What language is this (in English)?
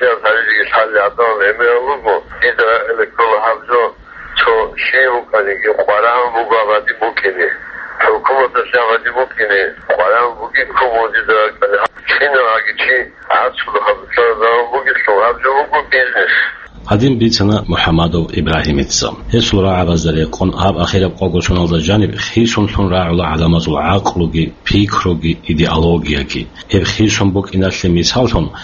Avaric